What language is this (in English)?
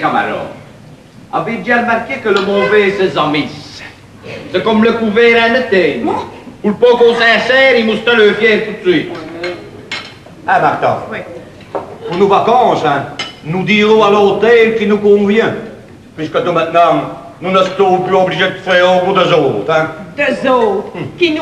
French